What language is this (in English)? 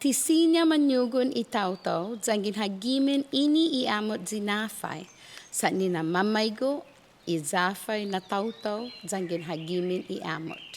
Chamorro